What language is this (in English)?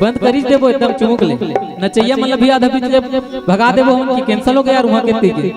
Chhattisgarhi